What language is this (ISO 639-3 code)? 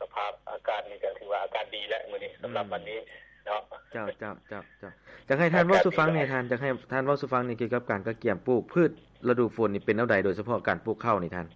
lao